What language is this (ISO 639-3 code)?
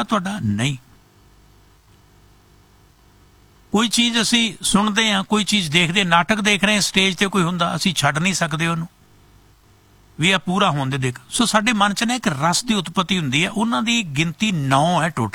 pan